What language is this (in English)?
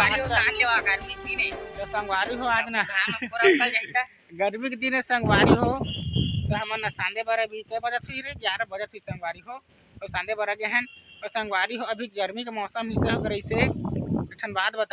Chhattisgarhi